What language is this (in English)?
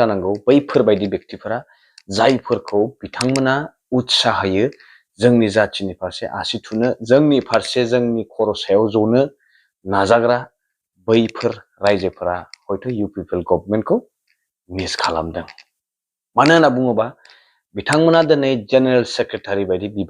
Bodo